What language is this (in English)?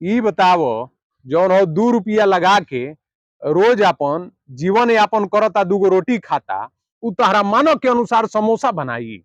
Bhojpuri